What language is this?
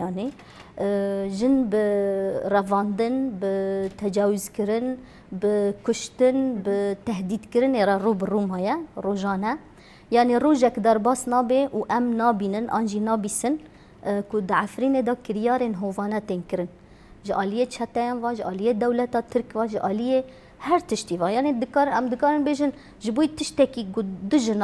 Kurdish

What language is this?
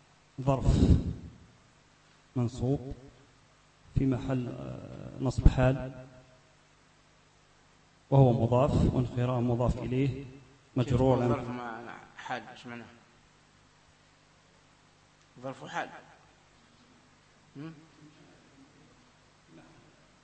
Arabic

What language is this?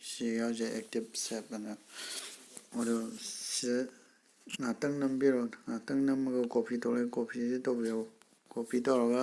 Manipuri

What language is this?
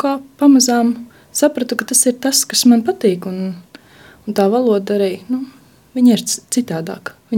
Latvian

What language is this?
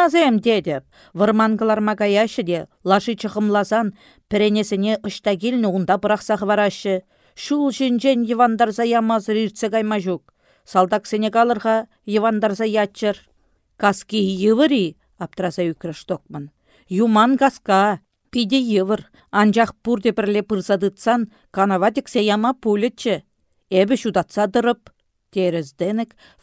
Chuvash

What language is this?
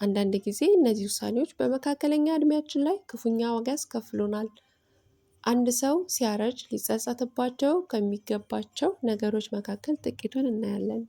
Amharic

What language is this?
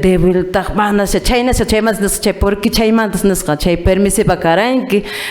Quechua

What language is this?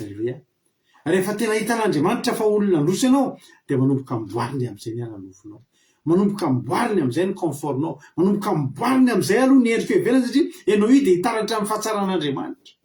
Malagasy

